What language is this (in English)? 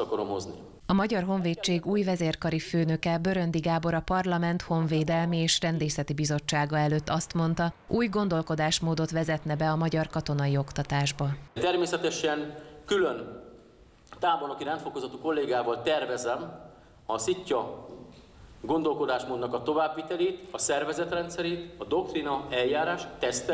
Hungarian